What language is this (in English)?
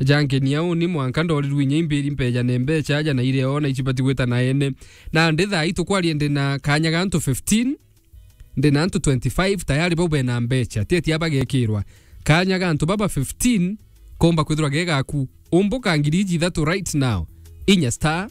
Meru